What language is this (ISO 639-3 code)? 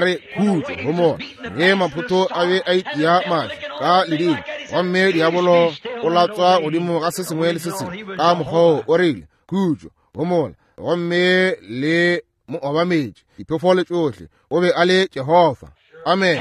nso